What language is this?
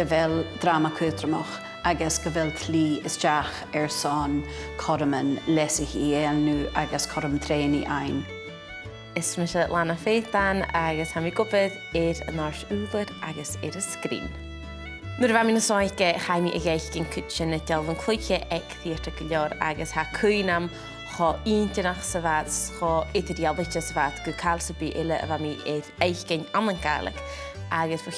Scottish Gaelic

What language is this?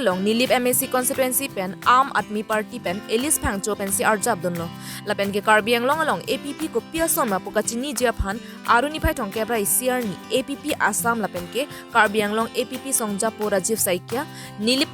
Karbi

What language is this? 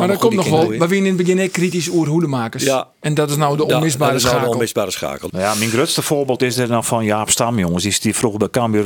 Western Frisian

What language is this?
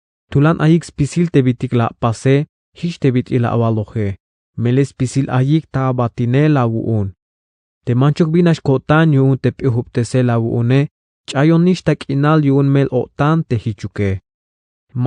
Tzeltal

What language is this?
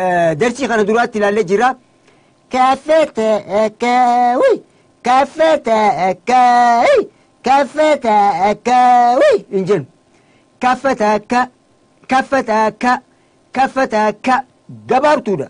Oromo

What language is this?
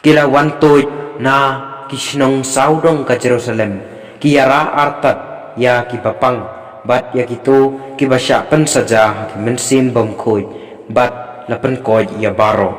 Khasi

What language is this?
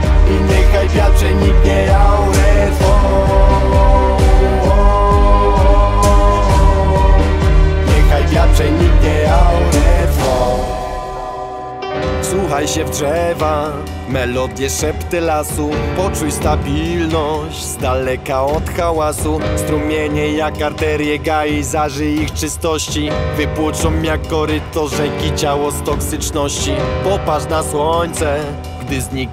Polish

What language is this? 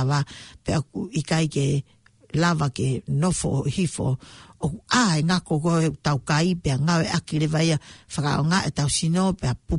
Tongan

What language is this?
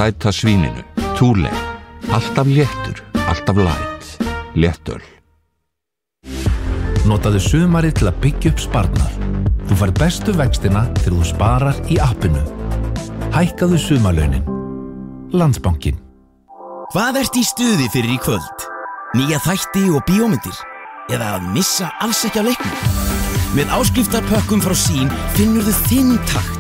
Icelandic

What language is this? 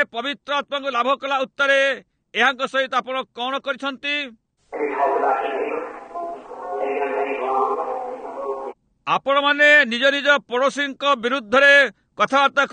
Odia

